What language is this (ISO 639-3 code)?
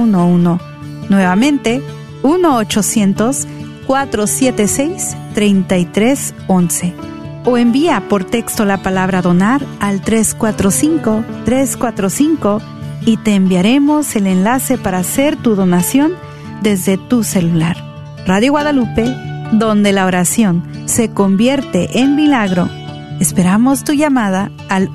spa